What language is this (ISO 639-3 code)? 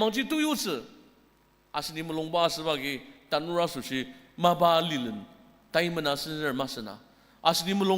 njo